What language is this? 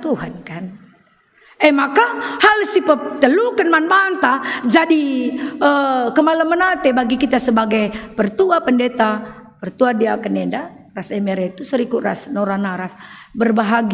Batak Karo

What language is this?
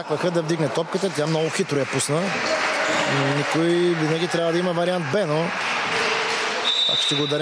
Bulgarian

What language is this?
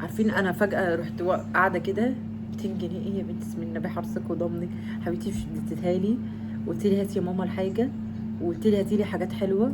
Egyptian Arabic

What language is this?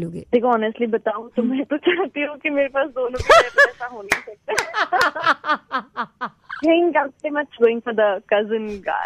Hindi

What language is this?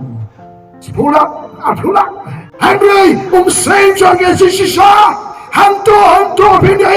Khasi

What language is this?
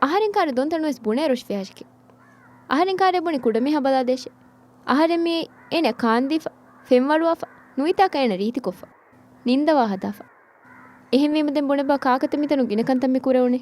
Divehi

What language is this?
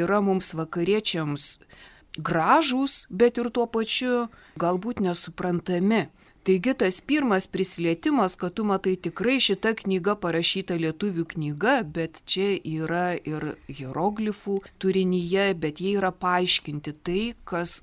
Lithuanian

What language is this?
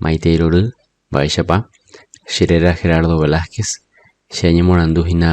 Guarani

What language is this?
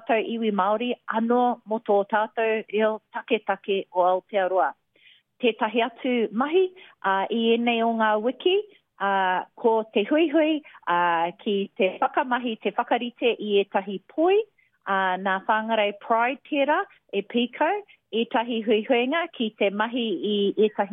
Māori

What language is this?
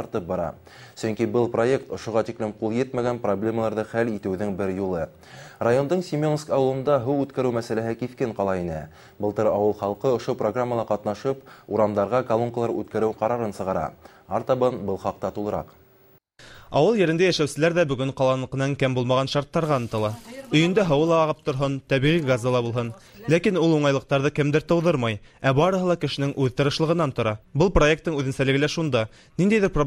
Bashkir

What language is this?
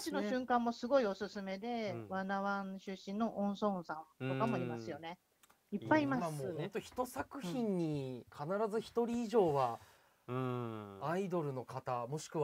Japanese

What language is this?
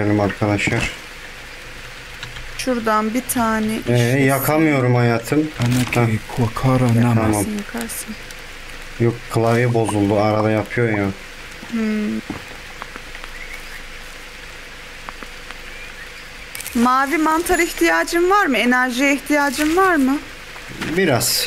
Turkish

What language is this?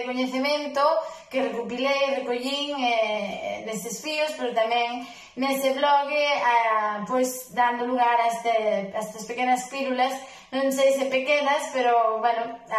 Galician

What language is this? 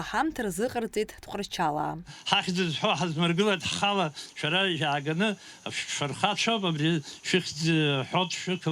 Abkhazian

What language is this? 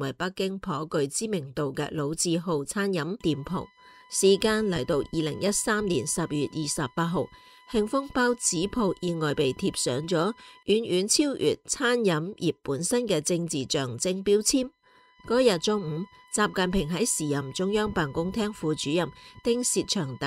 Cantonese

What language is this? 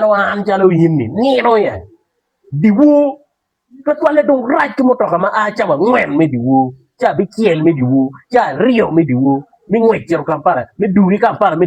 Acoli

